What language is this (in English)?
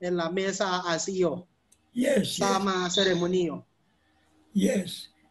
Esperanto